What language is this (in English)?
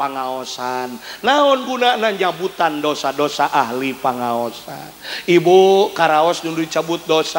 Sundanese